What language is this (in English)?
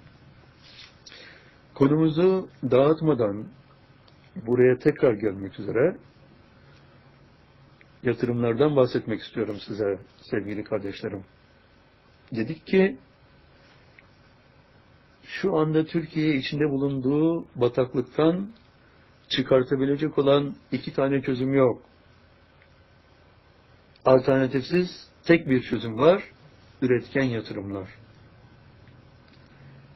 Turkish